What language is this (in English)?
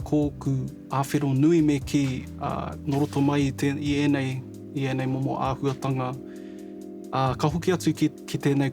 Māori